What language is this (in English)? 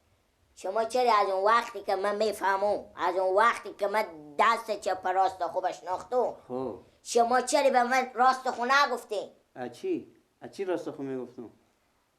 Persian